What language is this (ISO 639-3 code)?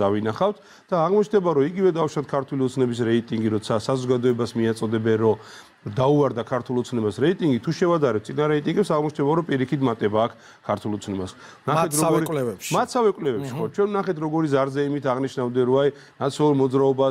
kat